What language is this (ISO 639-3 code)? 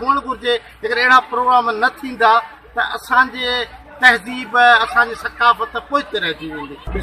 snd